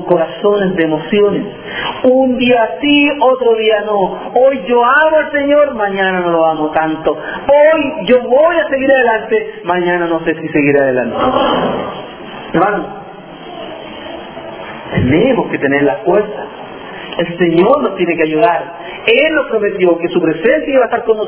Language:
Spanish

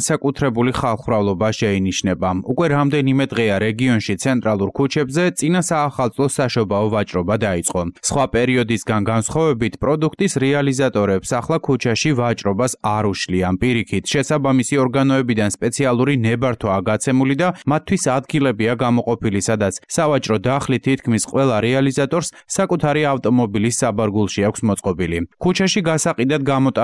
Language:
Georgian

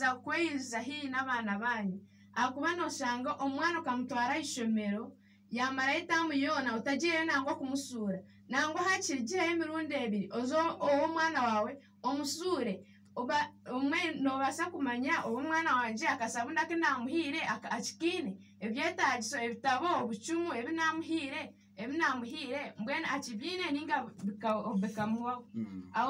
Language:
Nyankole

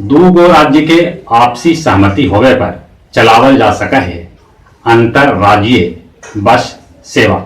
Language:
Magahi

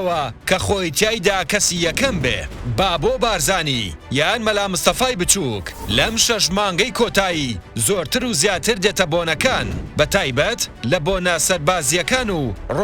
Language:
Central Kurdish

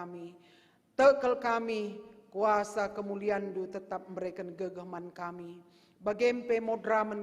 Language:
Batak Karo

